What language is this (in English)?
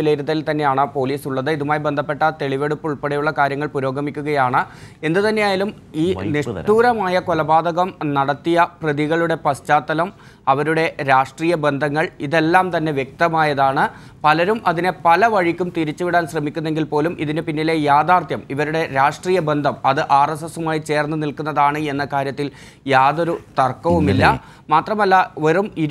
Malayalam